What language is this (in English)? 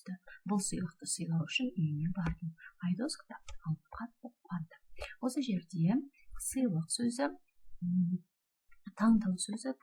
Kazakh